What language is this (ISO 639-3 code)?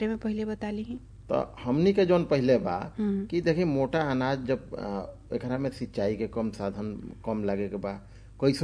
bho